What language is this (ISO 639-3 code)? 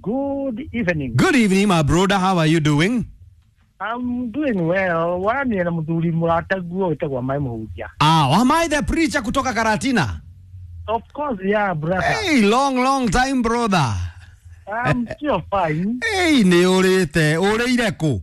kik